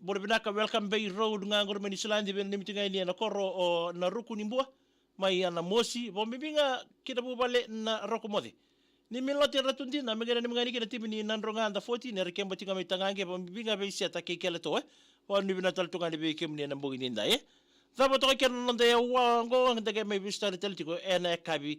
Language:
Fijian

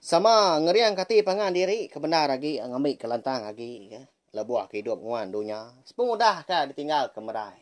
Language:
Iban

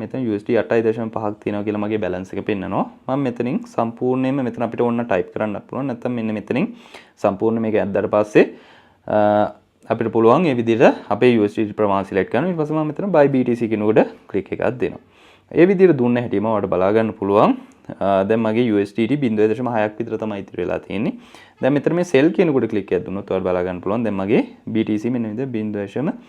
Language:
Sinhala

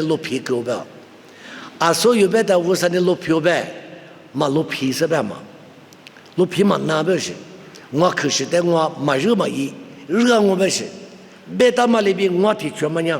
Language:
Lisu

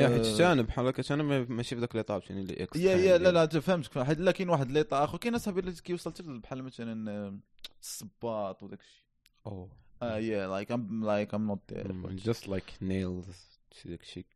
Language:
Moroccan Arabic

